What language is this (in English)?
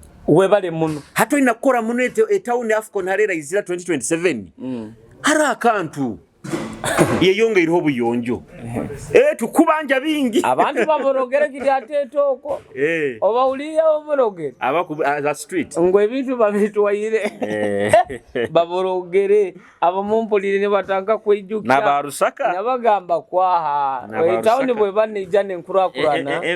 Nyoro